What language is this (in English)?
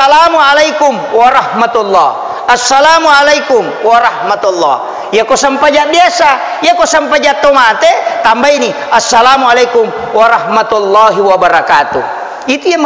Buginese